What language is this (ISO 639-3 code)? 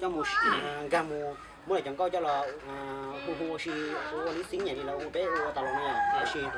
hmn